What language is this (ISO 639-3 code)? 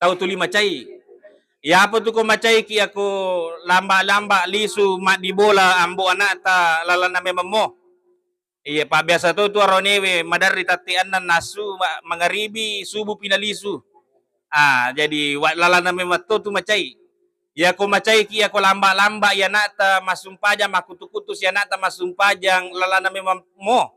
bug